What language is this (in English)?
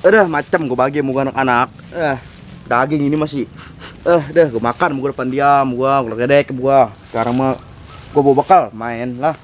Betawi